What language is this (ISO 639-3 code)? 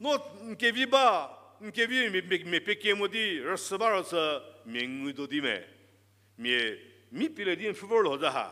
njm